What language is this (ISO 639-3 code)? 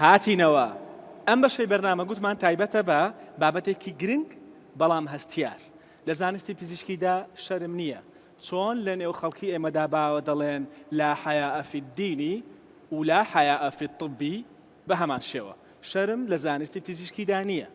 ckb